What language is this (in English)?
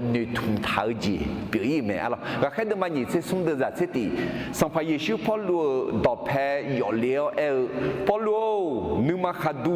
Akha